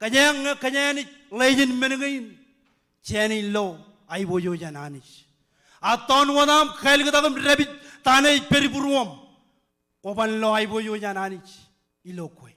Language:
Marshallese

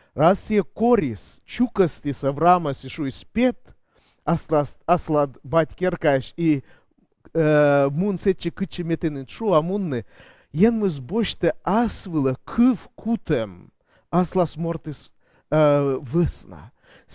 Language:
Komi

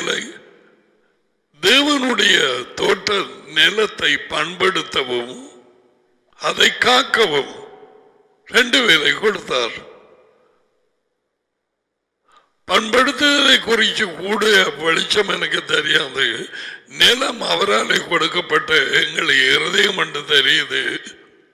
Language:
Tamil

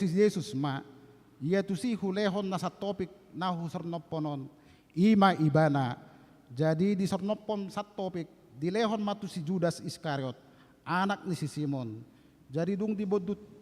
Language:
Batak Toba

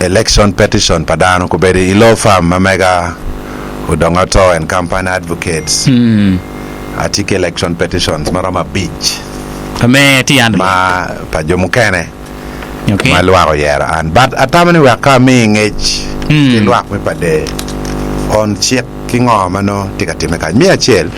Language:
Acoli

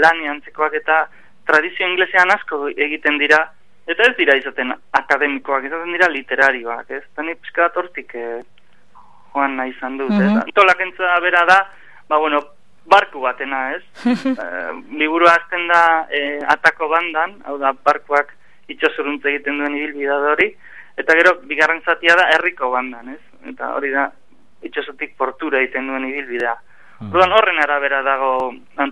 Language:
Basque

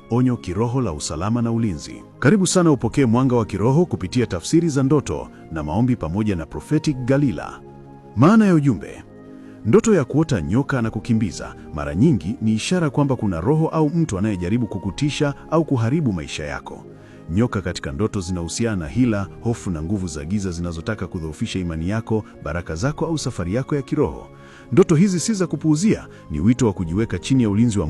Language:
Swahili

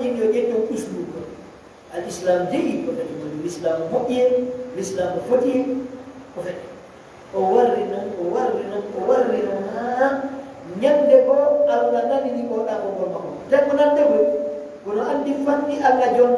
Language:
Fula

